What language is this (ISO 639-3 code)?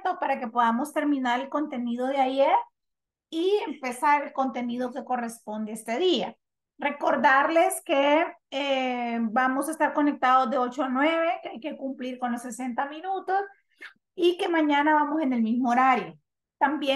spa